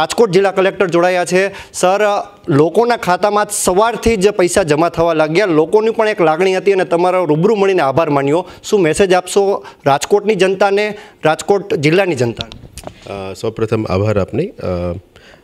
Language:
Gujarati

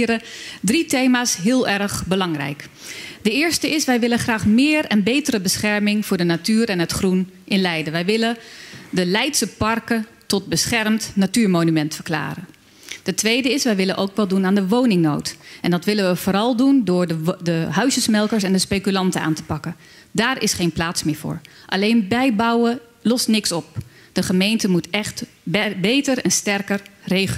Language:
Dutch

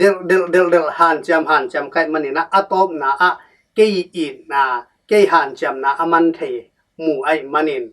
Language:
Tedim Chin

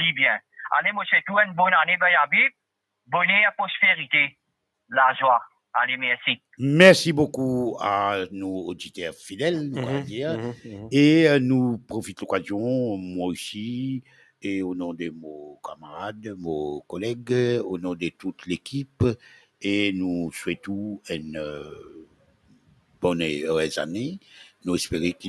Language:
Morisyen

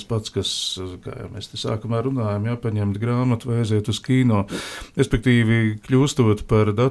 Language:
Latvian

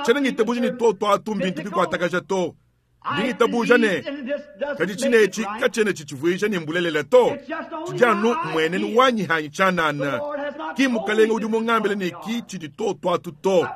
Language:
Luba-Lulua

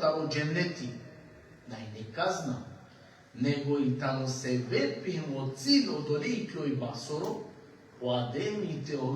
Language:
Balkan Romani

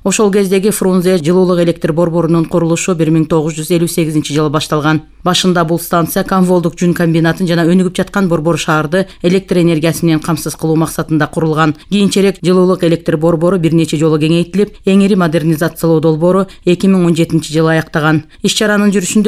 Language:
Kyrgyz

